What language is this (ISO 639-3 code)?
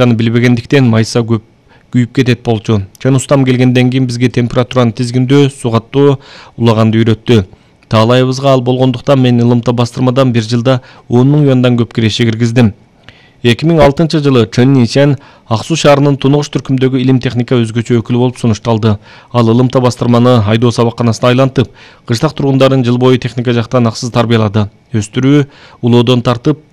kir